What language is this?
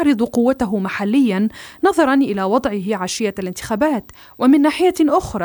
Arabic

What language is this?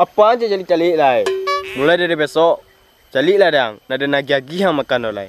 Minangkabau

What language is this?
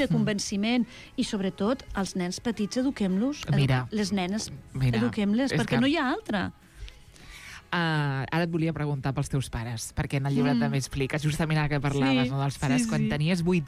Catalan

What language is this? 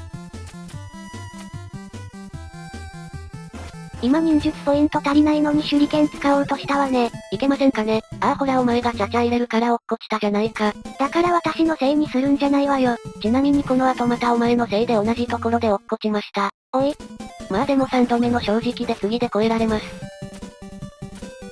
Japanese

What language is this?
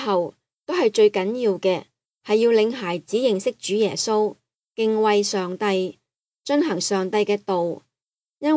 Cantonese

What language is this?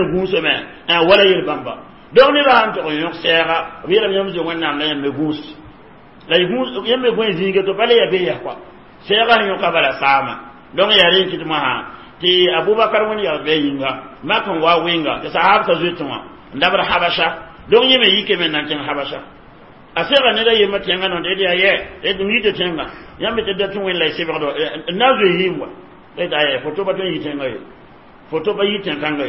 Mossi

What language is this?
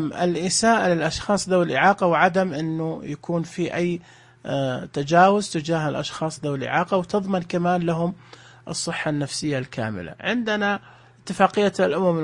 Najdi Arabic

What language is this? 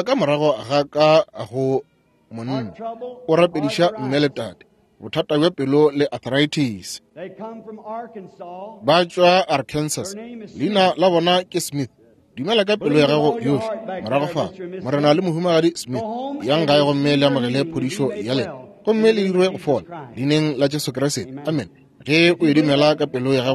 Northern Sotho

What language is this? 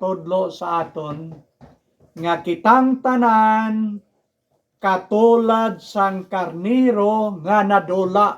Hiligaynon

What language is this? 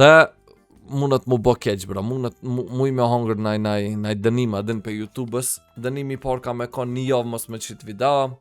Albanian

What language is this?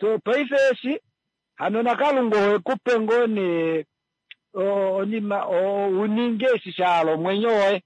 Kuanyama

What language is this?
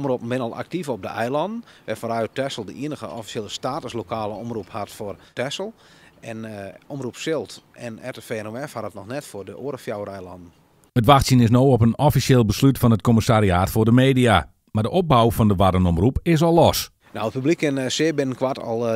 Western Frisian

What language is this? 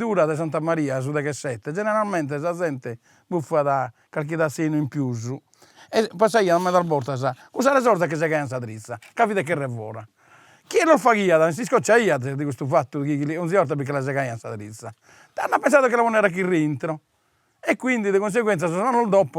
Sardinian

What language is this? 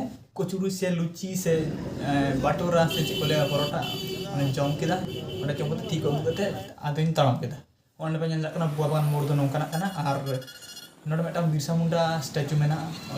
Santali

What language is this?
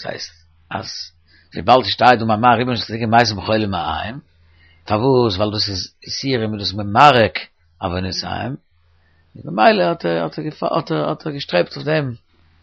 Yiddish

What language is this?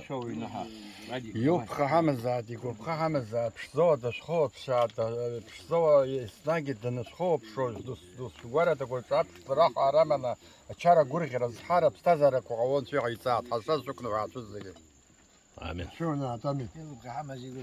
Abkhazian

